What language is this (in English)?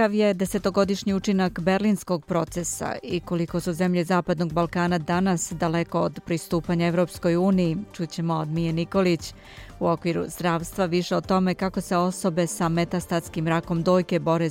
Serbian